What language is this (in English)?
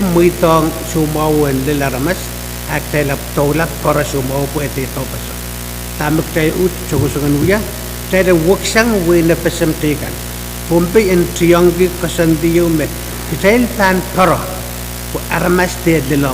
Pohnpeian